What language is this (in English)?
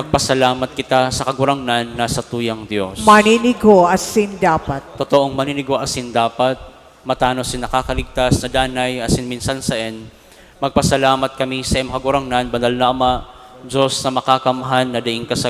Bikol